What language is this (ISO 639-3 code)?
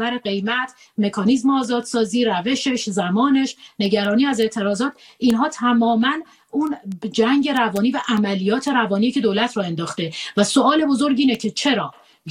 fas